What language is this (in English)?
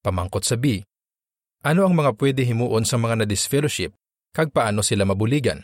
Hiligaynon